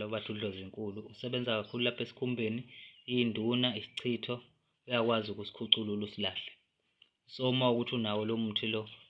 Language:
Zulu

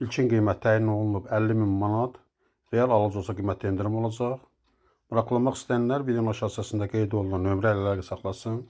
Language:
Azerbaijani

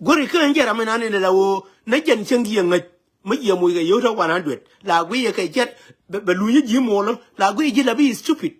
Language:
Nuer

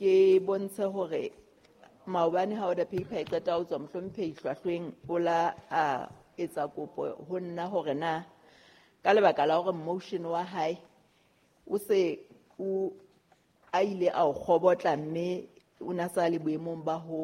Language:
Southern Sotho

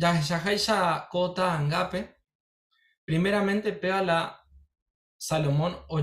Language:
Guarani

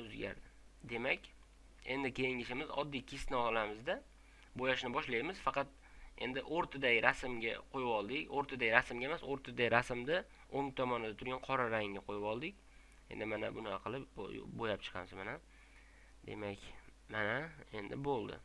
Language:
Uzbek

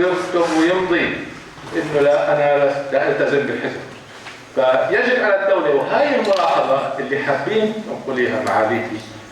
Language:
North Levantine Arabic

